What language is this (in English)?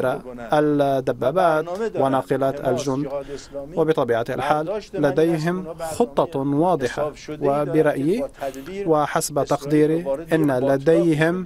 Arabic